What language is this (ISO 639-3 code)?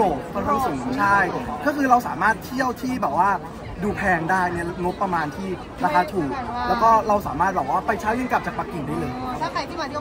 tha